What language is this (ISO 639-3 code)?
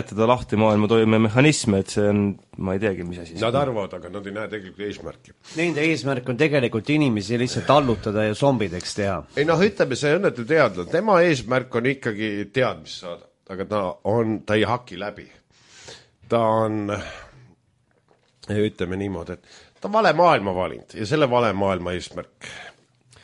est